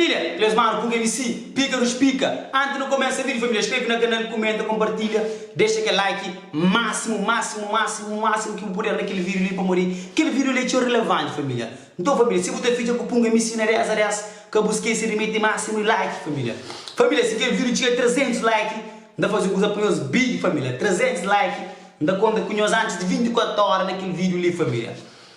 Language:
Kabuverdianu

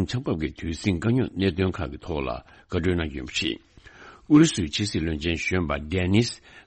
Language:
Tibetan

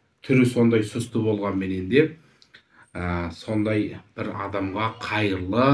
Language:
Kazakh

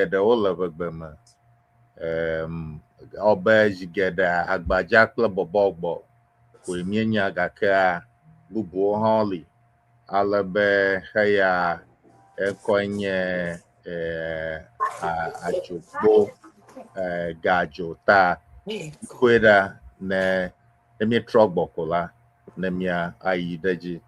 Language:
Ewe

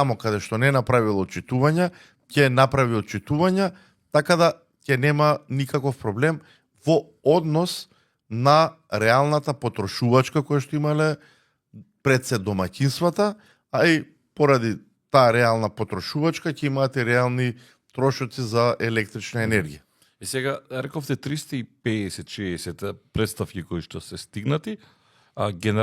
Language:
Macedonian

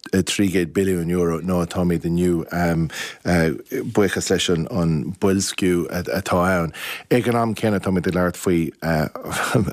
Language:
Irish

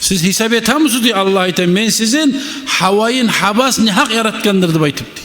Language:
Kumyk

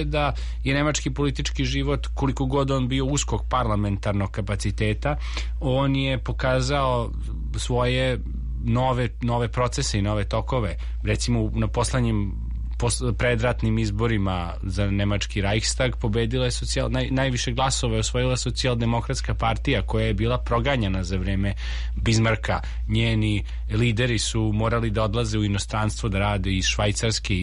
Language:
Serbian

